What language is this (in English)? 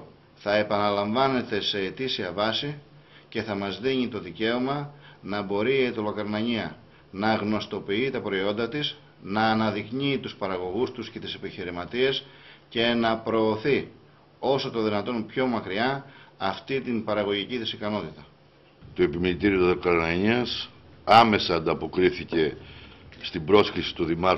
Greek